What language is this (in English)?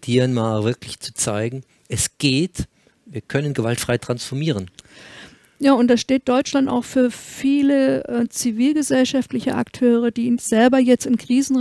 German